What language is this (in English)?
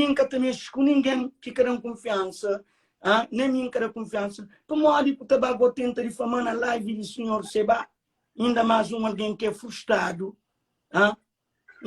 Kabuverdianu